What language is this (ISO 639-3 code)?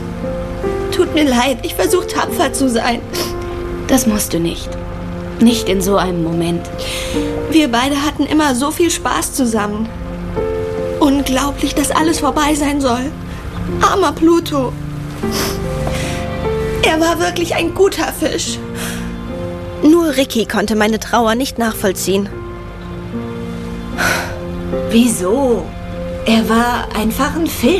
deu